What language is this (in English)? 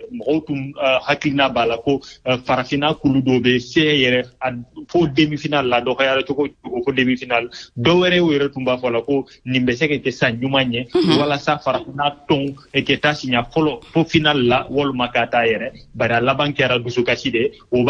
Bambara